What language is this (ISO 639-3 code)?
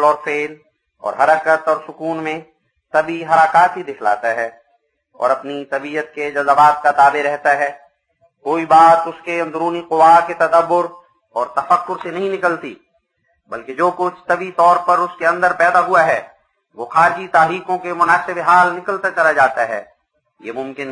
urd